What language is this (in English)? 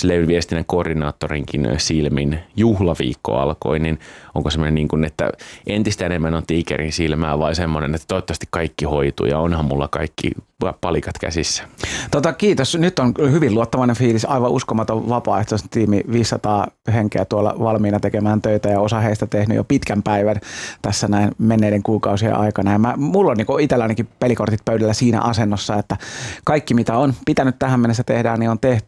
Finnish